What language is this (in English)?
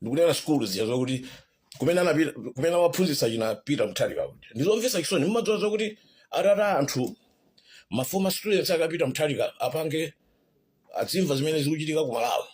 Nyanja